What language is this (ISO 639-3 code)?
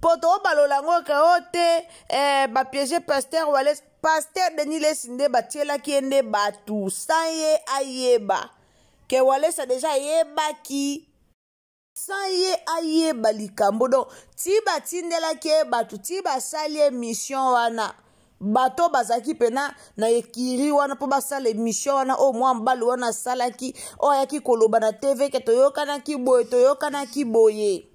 lin